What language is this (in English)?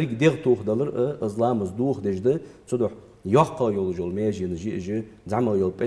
Ingush